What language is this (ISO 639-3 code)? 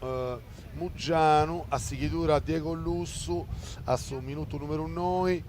srd